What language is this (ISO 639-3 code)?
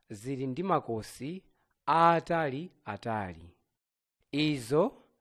nya